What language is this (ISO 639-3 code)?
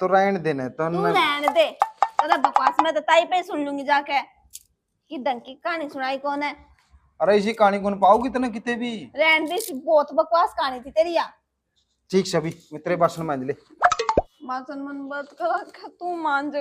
bgc